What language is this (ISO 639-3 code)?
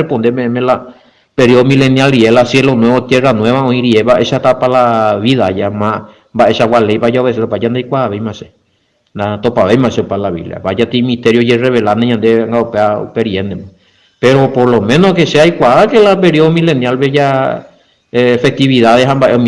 grn